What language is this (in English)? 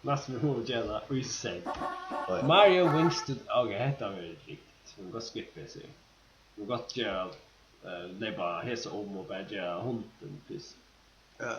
Faroese